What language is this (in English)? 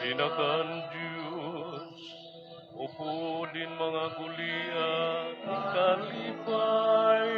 Waray